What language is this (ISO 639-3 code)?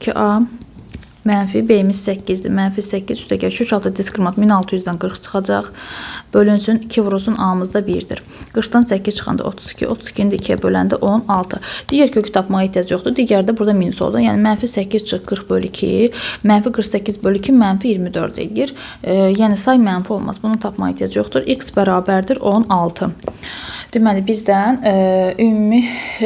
aze